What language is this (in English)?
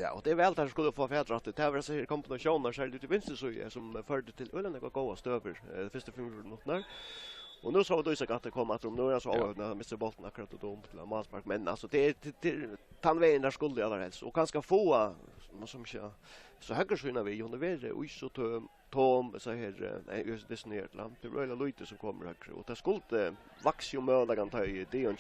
Faroese